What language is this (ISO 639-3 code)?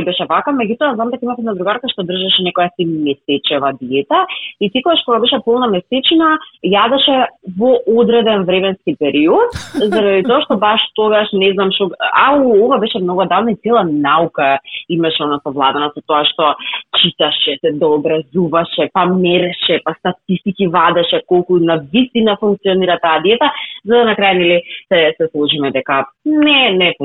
mkd